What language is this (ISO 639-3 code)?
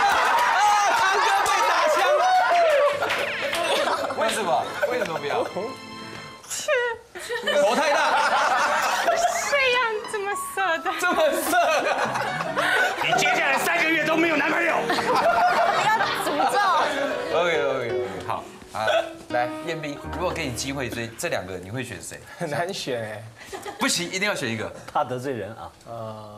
zho